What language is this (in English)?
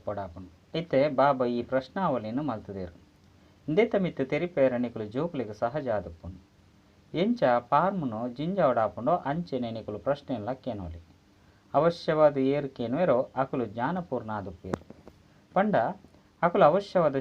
Tulu